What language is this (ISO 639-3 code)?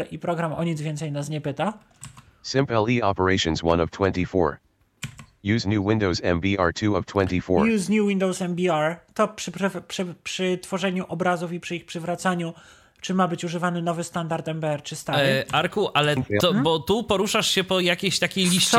pol